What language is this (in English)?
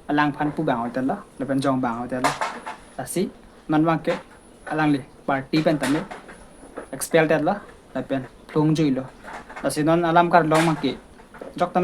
Karbi